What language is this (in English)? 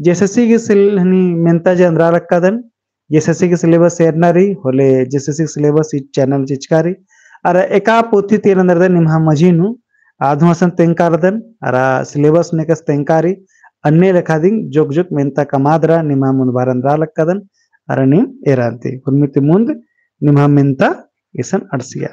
Kurukh